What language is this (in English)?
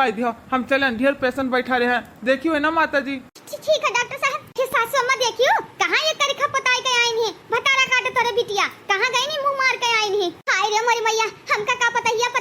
Awadhi